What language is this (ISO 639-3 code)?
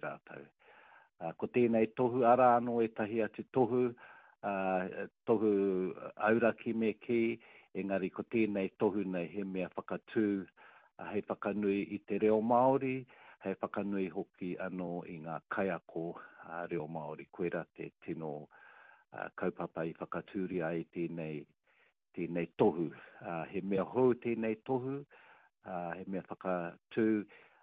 mri